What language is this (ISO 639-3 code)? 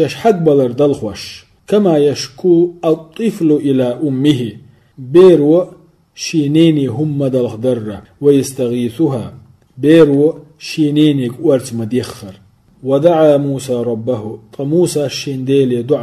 che